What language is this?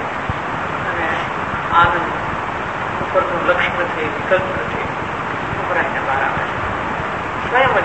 Gujarati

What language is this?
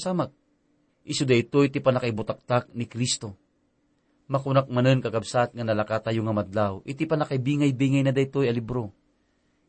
Iloko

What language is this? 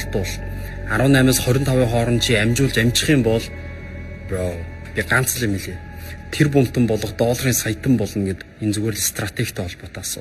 Mongolian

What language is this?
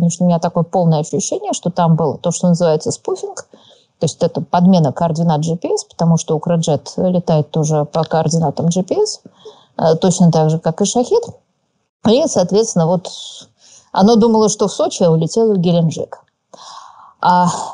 Russian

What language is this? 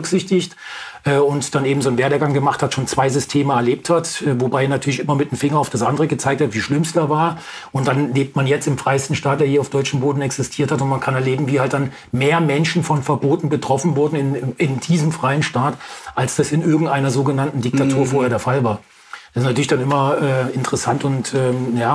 German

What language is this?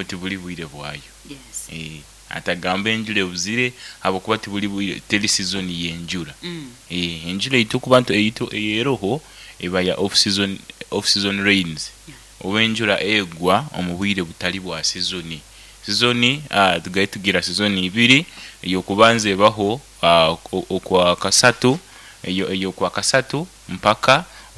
Nyoro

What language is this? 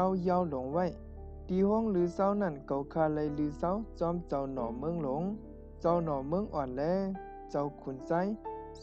Shan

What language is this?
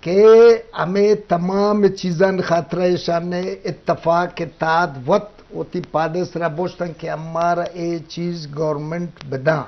Eastern Balochi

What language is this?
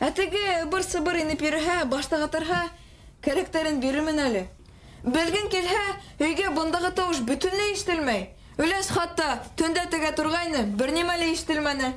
Bashkir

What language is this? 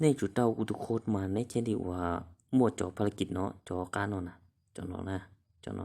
Hmong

